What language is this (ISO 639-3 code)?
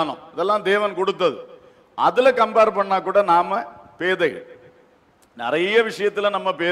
tam